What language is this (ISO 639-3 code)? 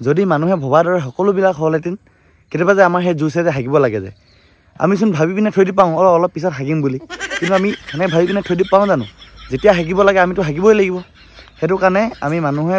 asm